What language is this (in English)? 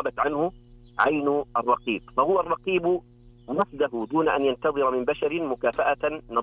Arabic